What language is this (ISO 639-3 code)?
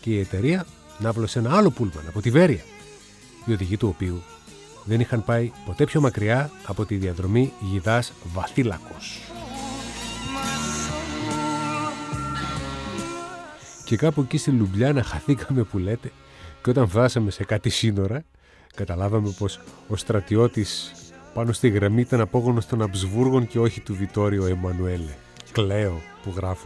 ell